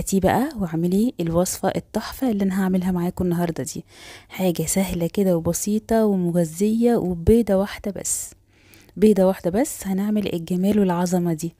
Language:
Egyptian Arabic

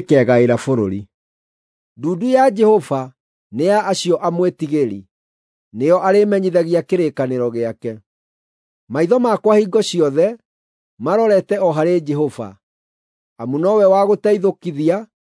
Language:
Kikuyu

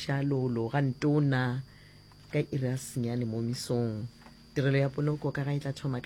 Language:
Northern Sotho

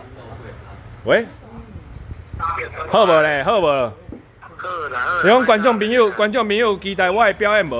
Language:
Min Nan Chinese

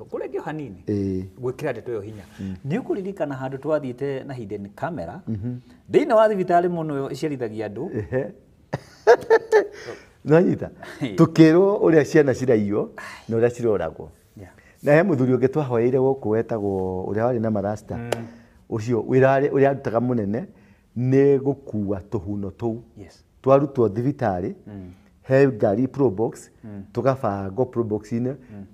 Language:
Kikuyu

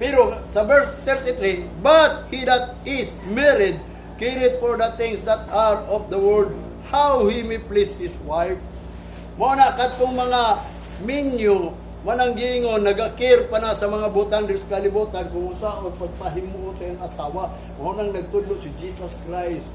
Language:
Cebuano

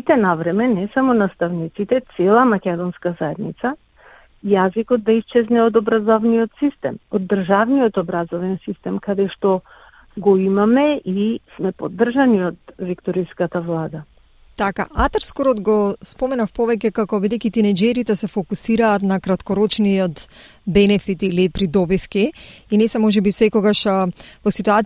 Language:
Macedonian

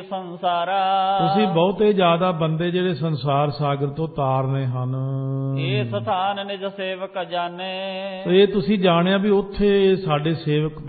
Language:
Punjabi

